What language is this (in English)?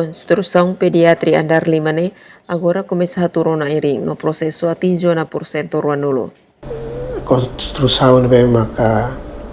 Tetum